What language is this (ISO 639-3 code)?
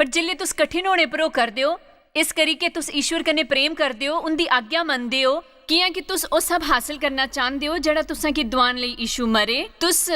doi